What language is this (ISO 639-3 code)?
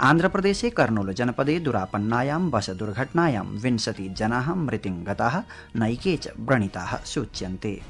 san